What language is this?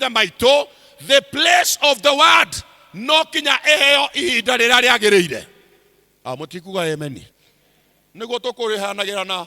Kikuyu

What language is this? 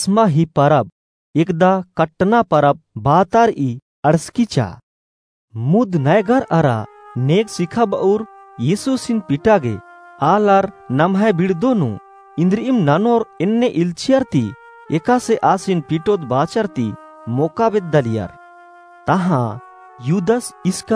Kurukh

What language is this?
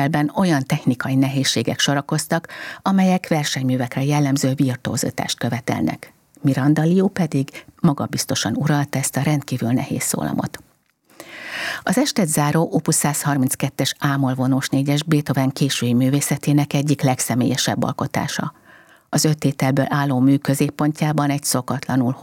Hungarian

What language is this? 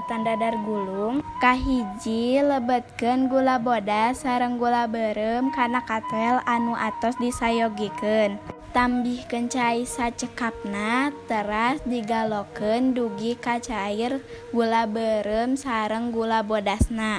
Sundanese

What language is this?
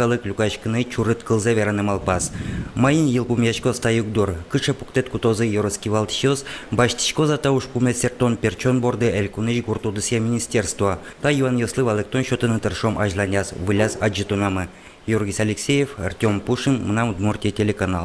Udmurt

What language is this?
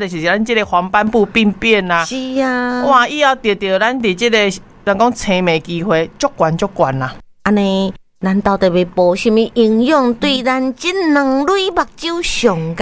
Min Nan Chinese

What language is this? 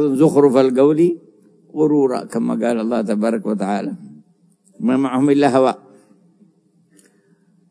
Arabic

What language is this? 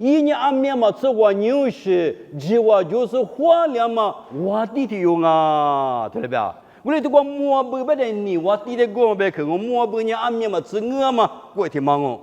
Lisu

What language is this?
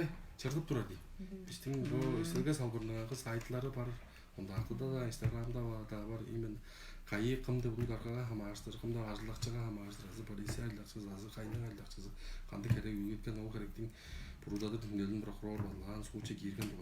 Tuvinian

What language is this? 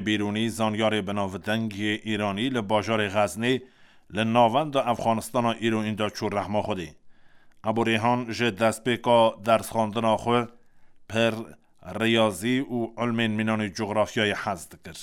Kurdish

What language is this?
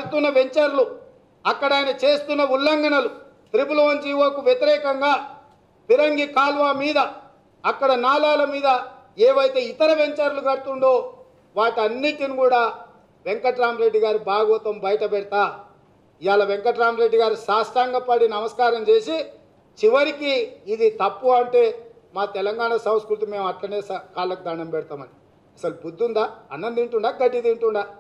Telugu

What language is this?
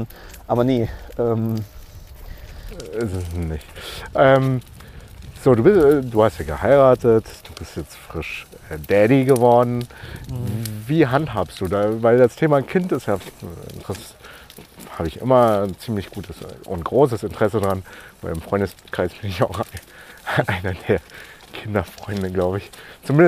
German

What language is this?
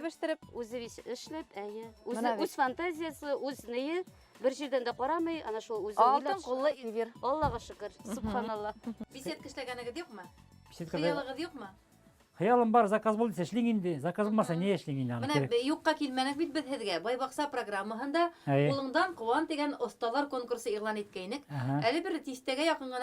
Bashkir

